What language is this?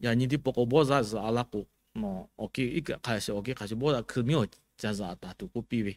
Lahu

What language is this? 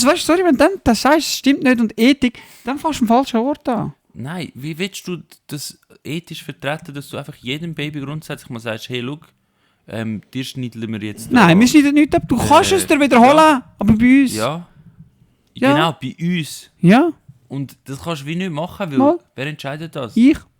Swiss German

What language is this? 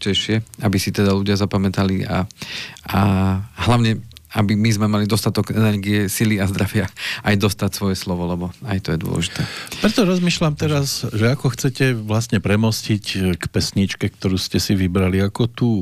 Slovak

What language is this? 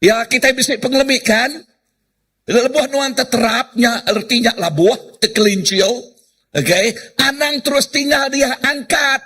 Iban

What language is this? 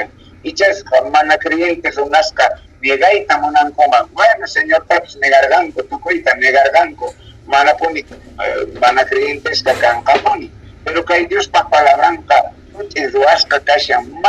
South Bolivian Quechua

